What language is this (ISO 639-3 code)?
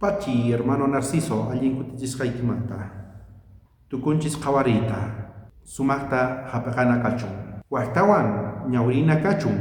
quh